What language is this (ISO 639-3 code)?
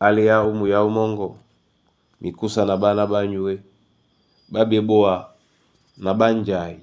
dua